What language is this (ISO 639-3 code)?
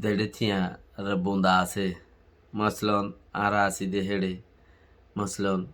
rhg